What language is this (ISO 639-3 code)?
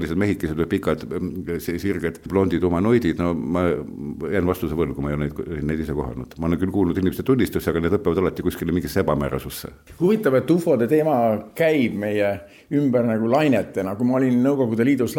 est